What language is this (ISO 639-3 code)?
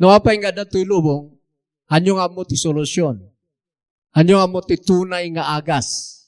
ilo